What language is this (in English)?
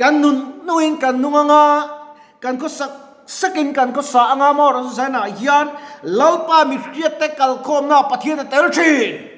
Mizo